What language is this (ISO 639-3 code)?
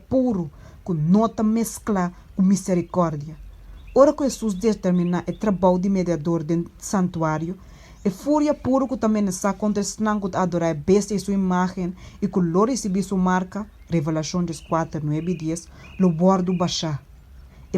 pap